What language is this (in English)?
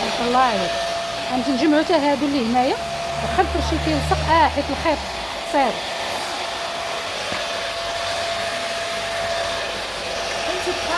Moroccan Arabic